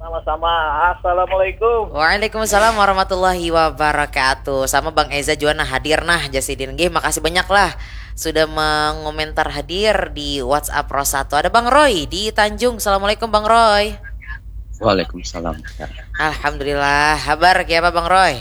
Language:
Banjar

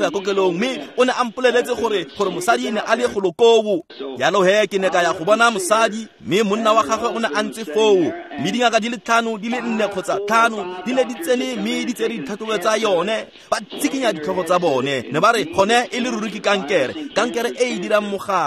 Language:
Tswana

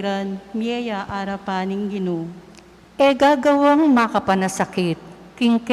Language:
Pampanga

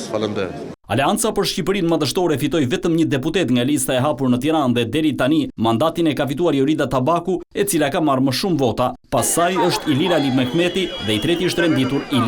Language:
Albanian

